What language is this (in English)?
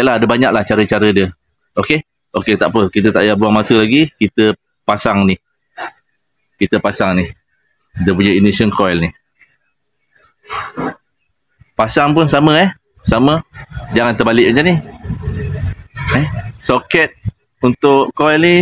Malay